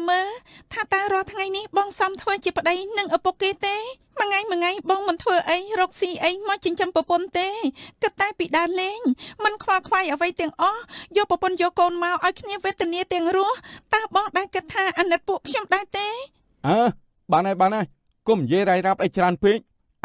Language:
Khmer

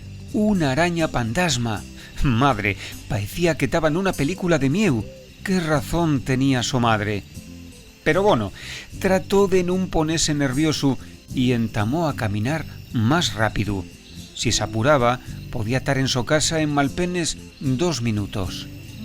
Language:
Asturian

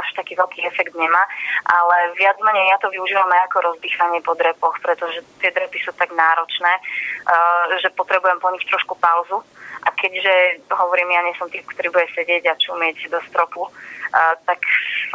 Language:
Slovak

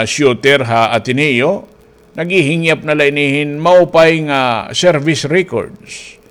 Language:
Waray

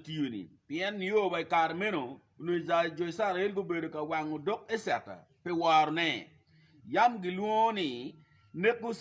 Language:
Acoli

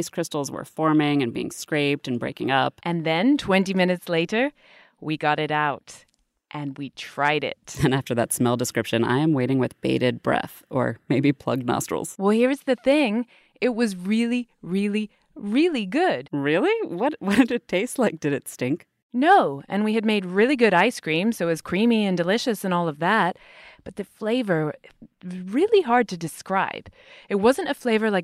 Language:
English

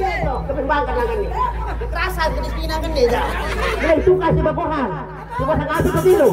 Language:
Sasak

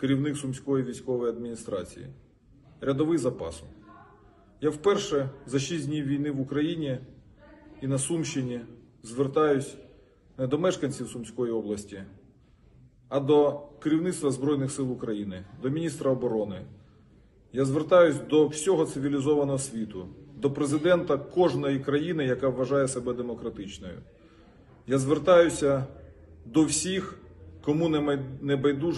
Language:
Ukrainian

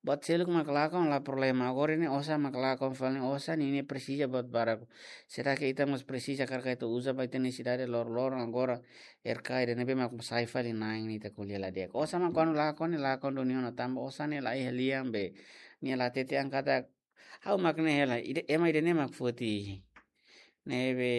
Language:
Tetum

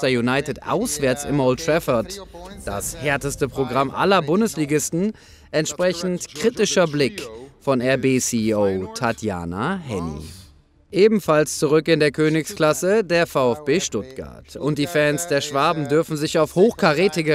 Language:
German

